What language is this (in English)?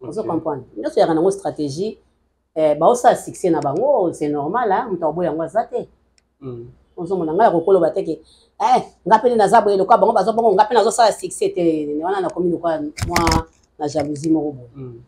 Lingala